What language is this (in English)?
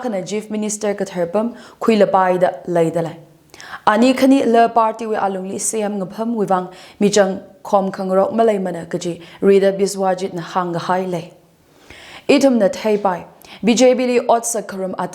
Tangkhul Naga (India)